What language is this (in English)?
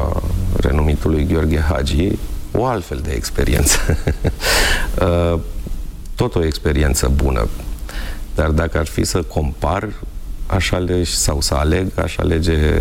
Romanian